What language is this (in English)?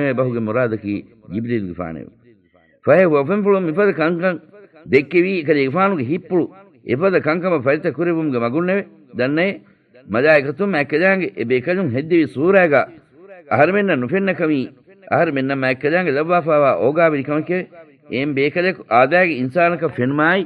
Divehi